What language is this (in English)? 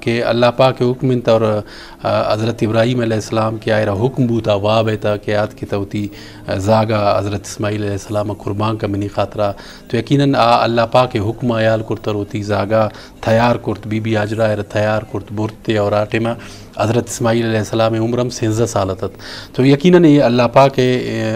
Eastern Balochi